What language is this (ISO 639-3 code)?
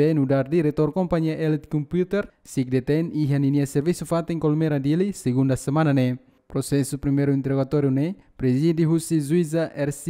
tet